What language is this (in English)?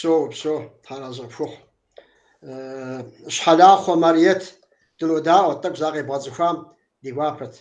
Kabardian